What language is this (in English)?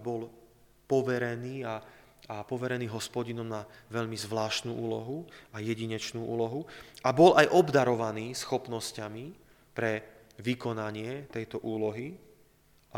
Slovak